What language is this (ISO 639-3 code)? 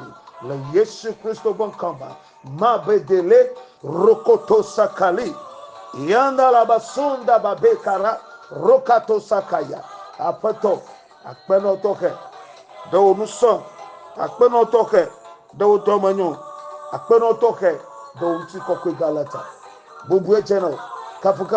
ewe